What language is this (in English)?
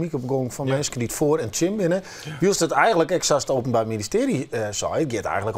Western Frisian